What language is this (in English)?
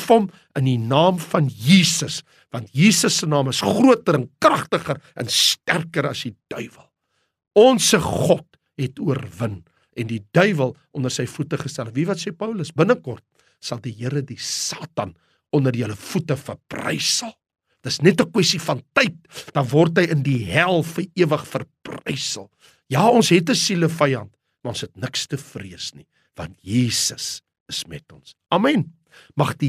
Afrikaans